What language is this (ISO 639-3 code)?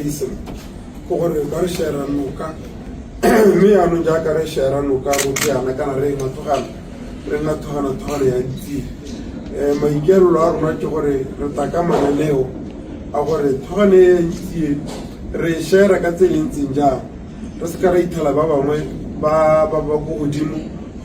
tsn